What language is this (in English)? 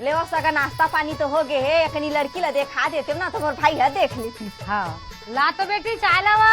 Chhattisgarhi